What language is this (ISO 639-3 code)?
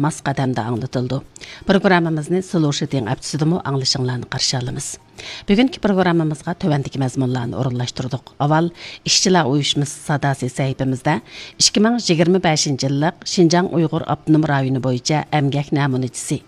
uig